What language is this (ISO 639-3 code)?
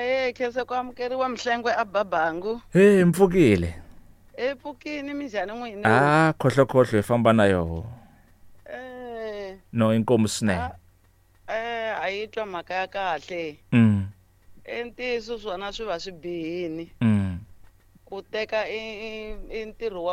tso